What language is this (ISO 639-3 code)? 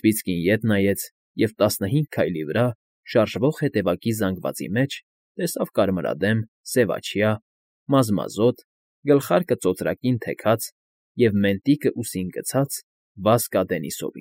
hye